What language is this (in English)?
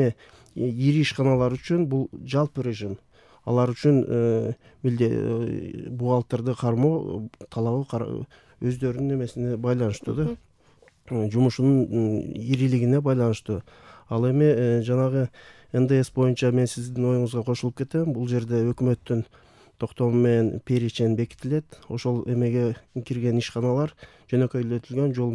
Kyrgyz